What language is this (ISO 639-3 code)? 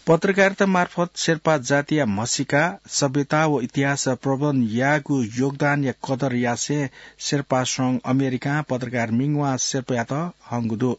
new